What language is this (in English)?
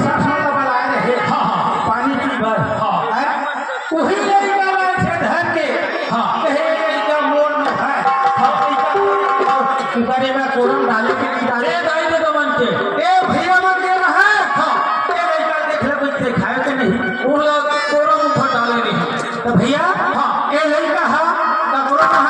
Chhattisgarhi